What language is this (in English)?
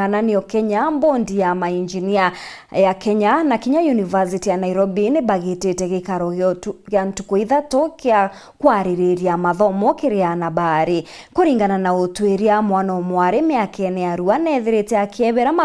Meru